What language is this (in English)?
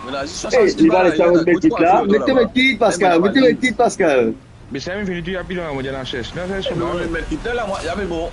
Morisyen